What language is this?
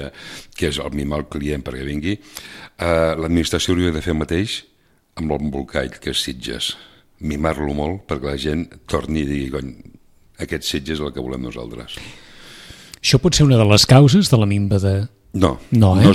Catalan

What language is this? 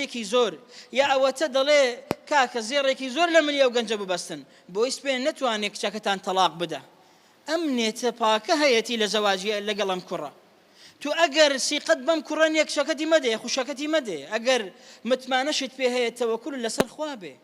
Central Kurdish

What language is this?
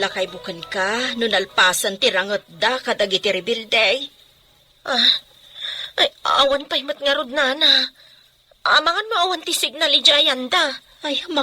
Iloko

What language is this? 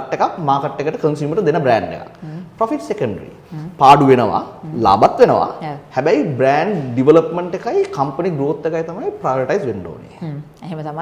Sinhala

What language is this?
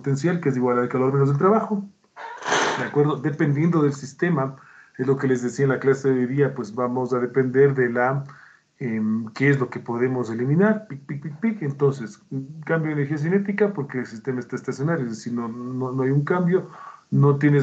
Spanish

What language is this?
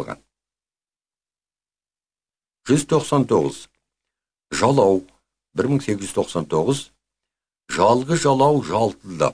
Kazakh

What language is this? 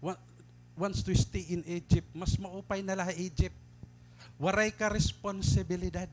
Waray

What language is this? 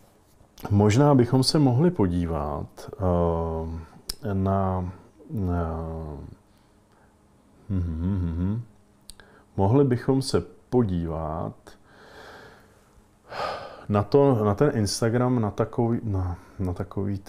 Czech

